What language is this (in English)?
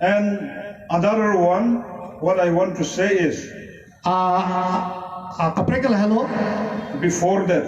Karbi